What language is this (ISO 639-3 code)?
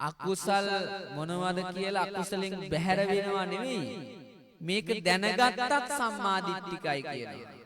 sin